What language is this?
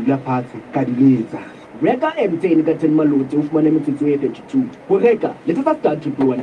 Southern Sotho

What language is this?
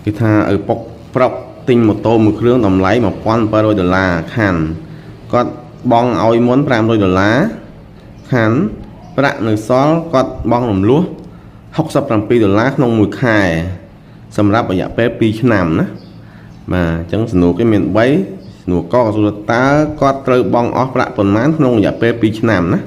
Khmer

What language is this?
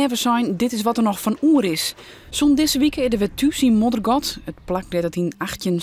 Western Frisian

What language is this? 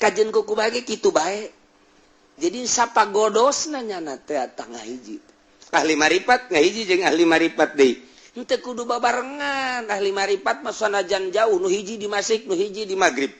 Sundanese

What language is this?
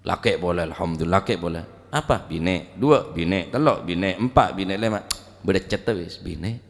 Madurese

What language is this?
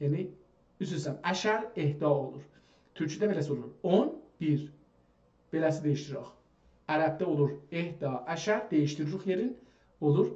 South Azerbaijani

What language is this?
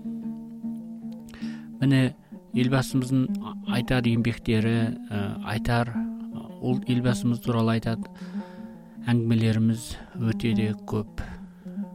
Kazakh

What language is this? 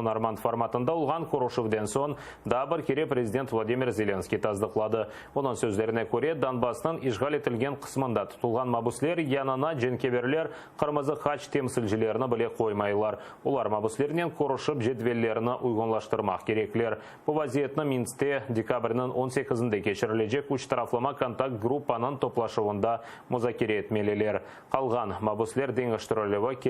Crimean Tatar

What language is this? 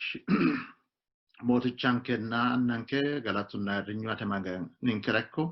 Sidamo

